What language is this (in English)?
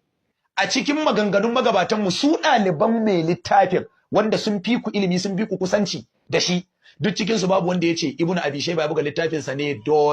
Hausa